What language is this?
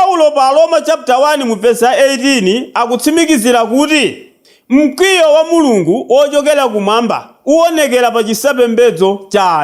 Nyanja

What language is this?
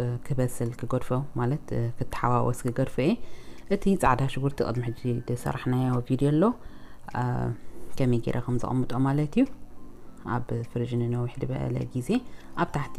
Tigrinya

